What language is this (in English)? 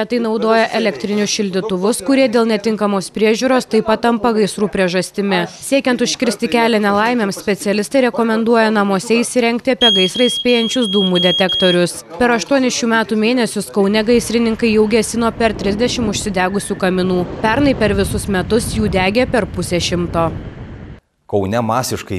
Lithuanian